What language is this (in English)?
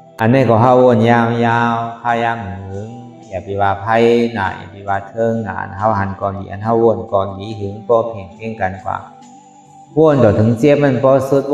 Shan